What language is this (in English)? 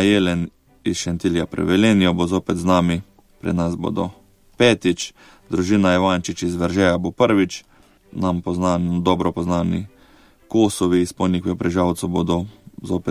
Slovenian